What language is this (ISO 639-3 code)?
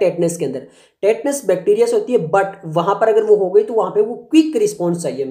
hin